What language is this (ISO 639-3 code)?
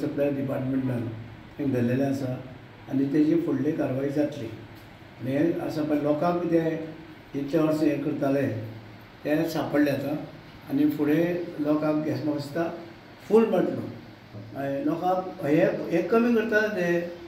kok